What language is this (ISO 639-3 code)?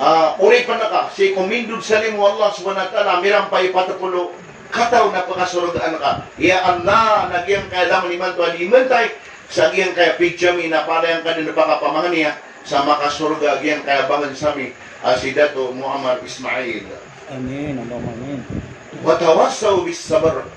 mrw